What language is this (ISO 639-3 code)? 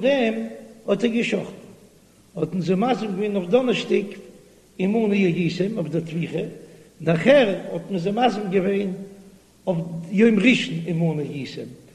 yid